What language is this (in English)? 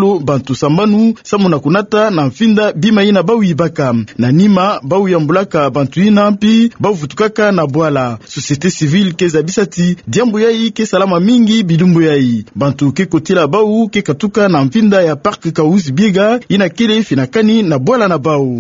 Kituba (Democratic Republic of Congo)